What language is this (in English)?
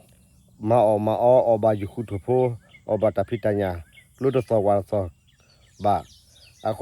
S'gaw Karen